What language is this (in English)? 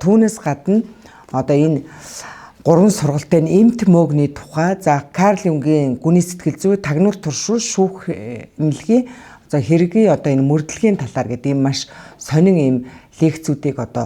Mongolian